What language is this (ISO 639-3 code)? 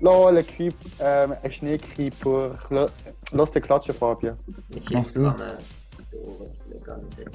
gsw